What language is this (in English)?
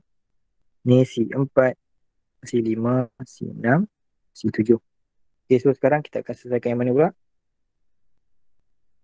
Malay